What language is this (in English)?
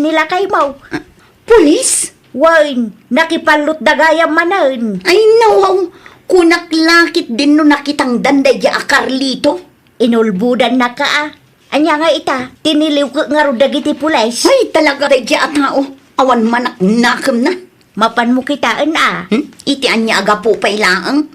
Iloko